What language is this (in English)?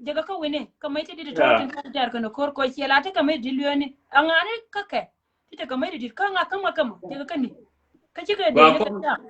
Nuer